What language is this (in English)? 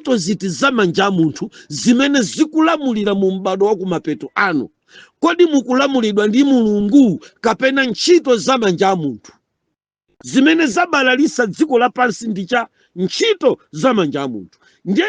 Nyanja